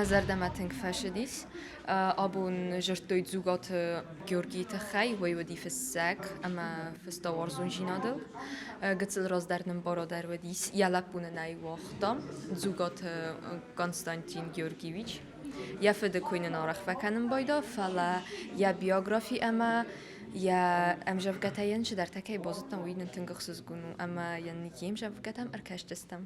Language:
Ossetic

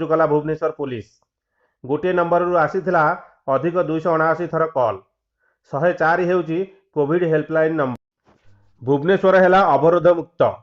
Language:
Odia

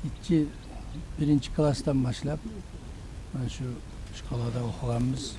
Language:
Kumyk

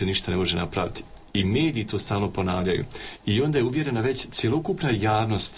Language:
Croatian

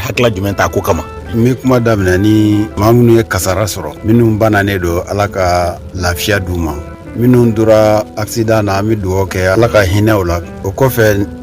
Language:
Bambara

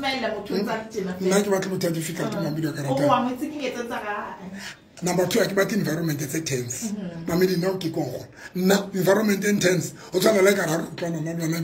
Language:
Tswana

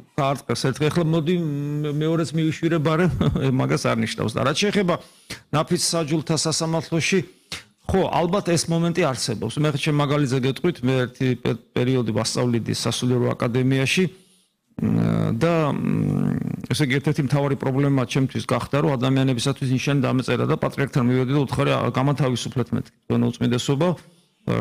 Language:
Georgian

